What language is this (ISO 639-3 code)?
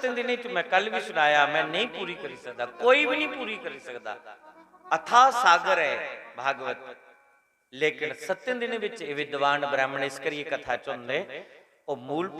doi